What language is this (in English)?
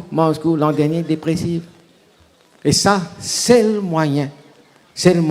Morisyen